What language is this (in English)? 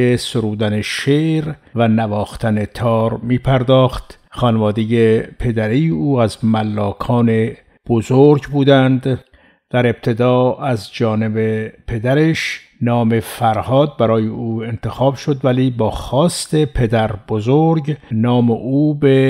Persian